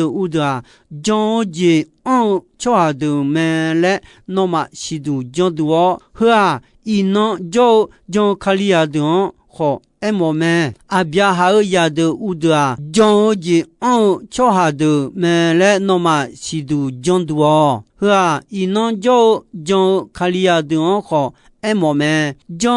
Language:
Akha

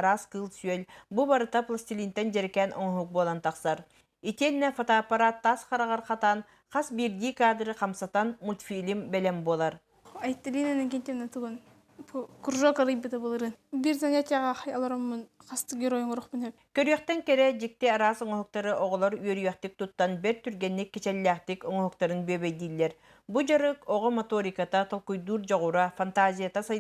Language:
Yakut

